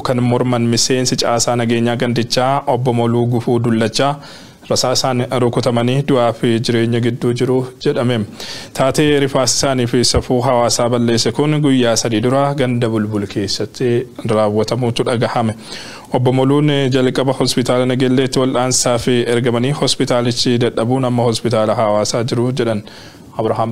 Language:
Oromo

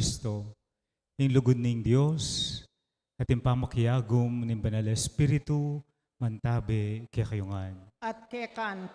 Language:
Pampanga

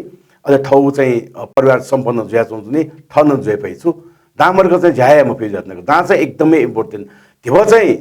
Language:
Newari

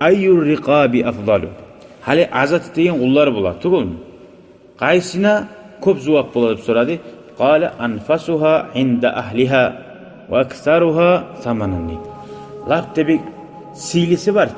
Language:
Kumyk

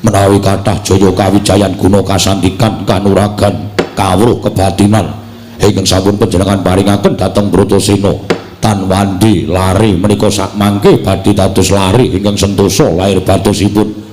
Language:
Javanese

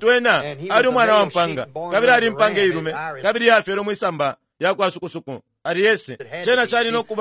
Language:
Bemba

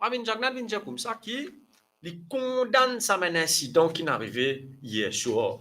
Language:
Morisyen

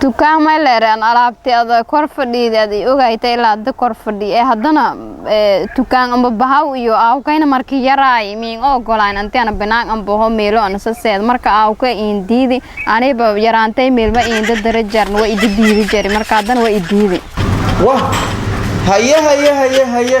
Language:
Somali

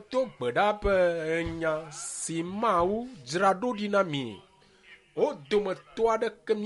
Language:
Ewe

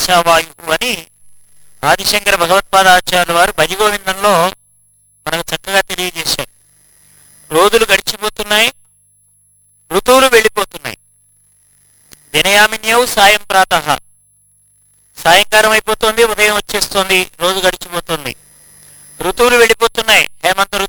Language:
Telugu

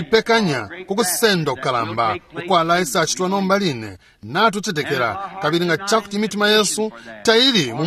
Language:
Bemba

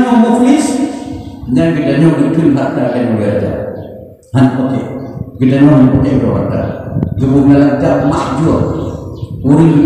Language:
Achinese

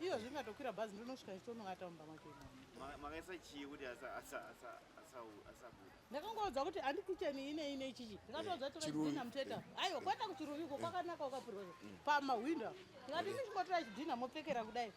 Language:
Shona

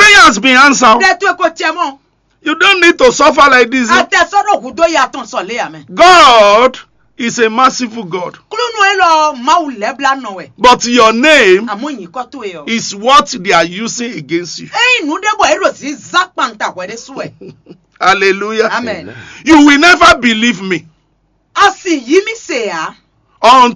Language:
Fon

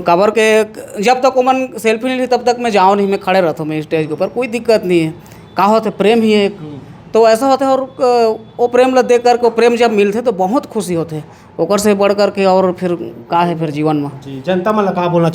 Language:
Chhattisgarhi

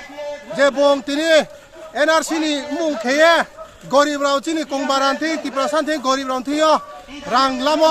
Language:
Kok Borok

